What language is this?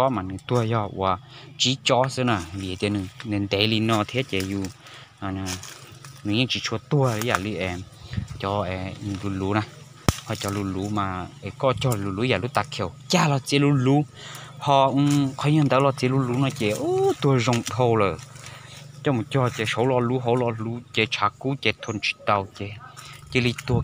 Hmong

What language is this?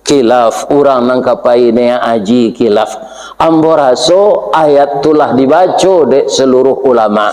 Minangkabau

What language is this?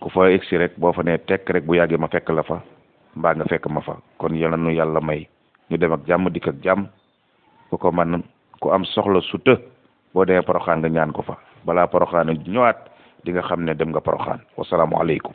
Wolof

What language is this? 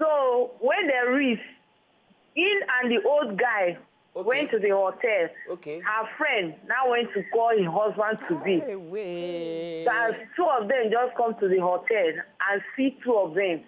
Nigerian Pidgin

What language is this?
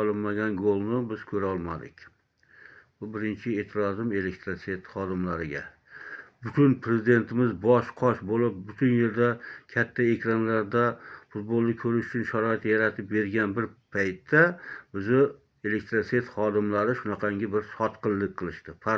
Uzbek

